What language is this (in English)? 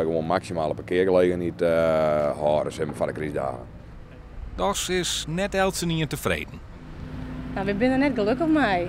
Western Frisian